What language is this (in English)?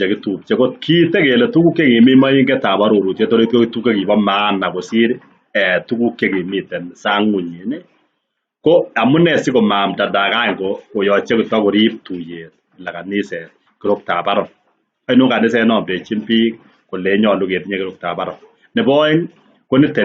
Kalenjin